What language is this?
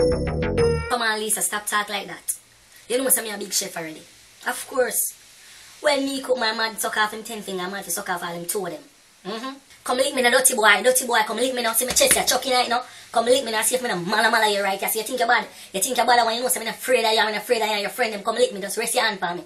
Jamaican Creole English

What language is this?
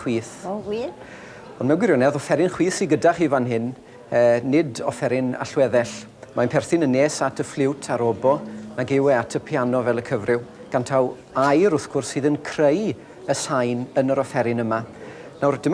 Welsh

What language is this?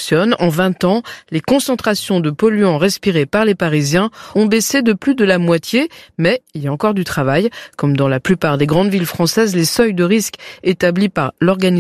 French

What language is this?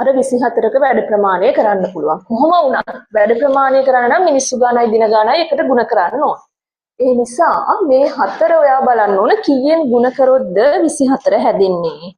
Sinhala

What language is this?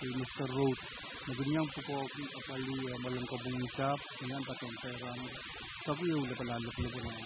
Pohnpeian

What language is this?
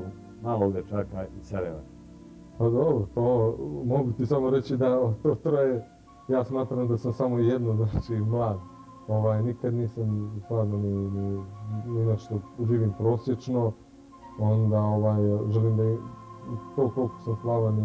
Serbian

